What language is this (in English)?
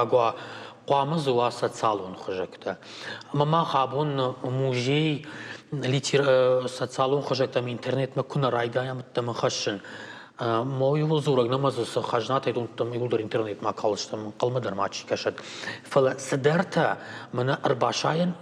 Ossetic